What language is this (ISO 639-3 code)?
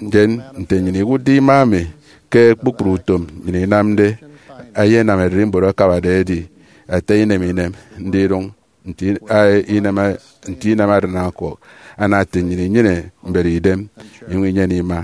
efi